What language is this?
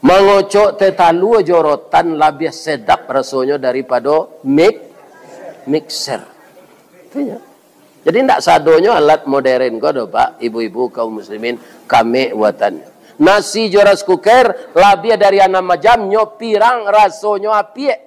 Minangkabau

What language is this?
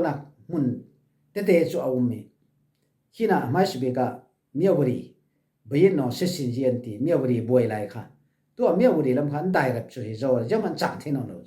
Falam Chin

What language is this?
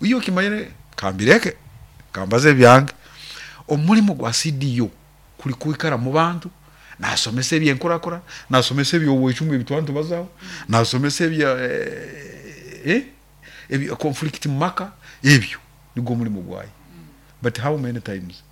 Nyoro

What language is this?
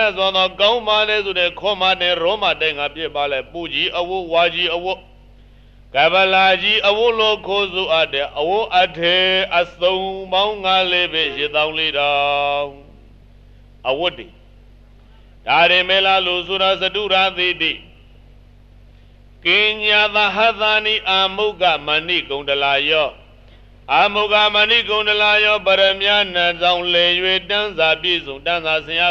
Burmese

